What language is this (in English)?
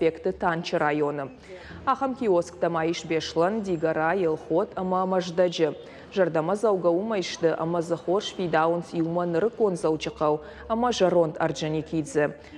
Ossetic